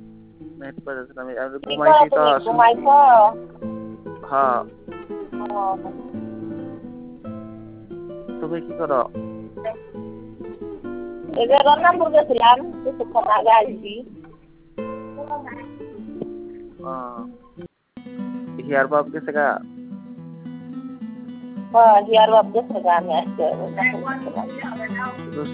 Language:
Bangla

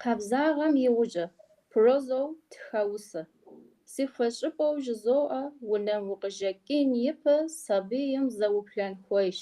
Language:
Kabardian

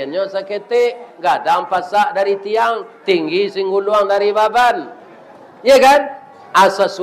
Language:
Minangkabau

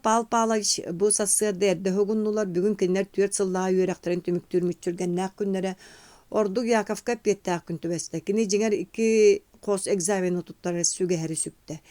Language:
Yakut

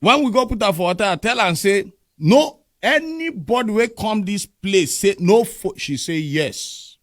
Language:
Nigerian Pidgin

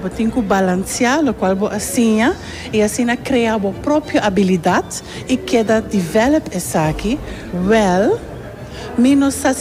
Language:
Papiamento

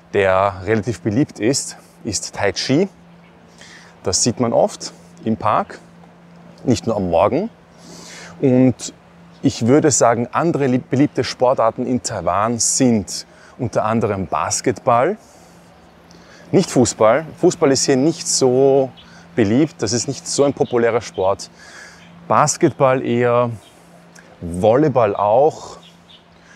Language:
German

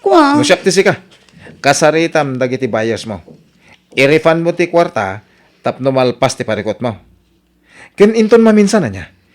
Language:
Iloko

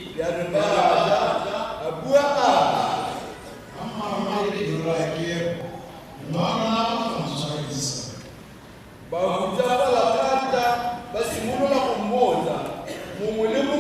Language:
Tswana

